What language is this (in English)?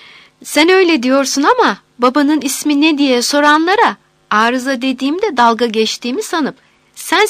Turkish